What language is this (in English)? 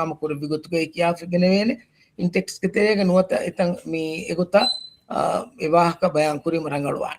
Divehi